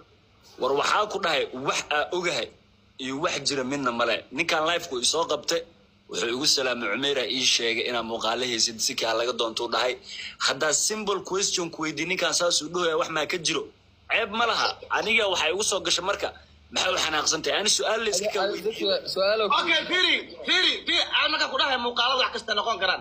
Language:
Somali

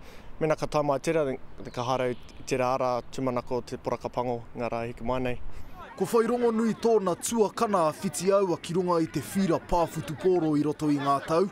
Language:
Māori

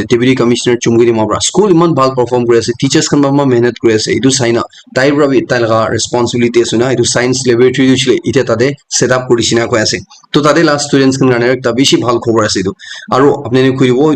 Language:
Naga Pidgin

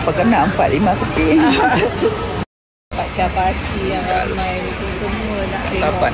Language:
Malay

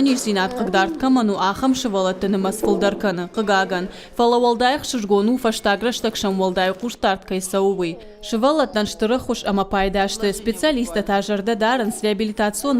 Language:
Ossetic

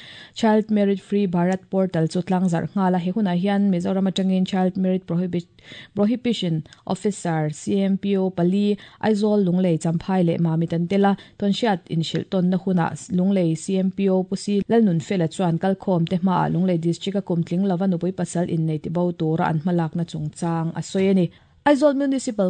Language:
Mizo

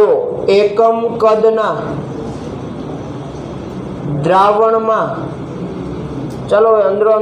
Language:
Gujarati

